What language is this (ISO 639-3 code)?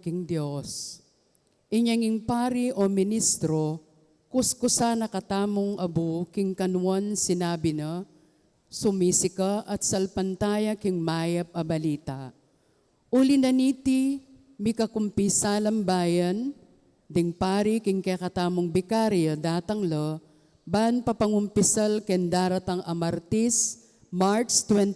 pam